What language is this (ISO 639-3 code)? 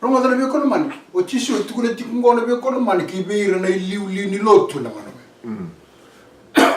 fij